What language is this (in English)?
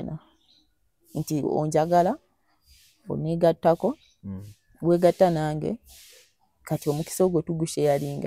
Ganda